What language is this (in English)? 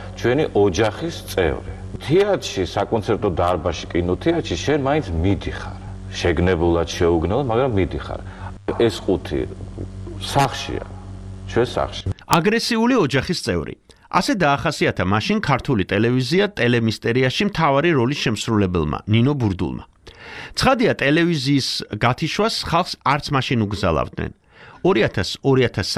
Georgian